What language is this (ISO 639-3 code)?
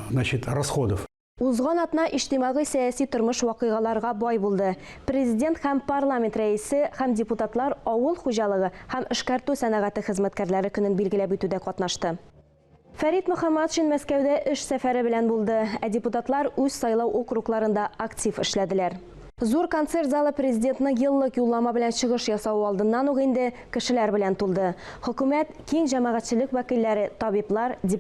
tat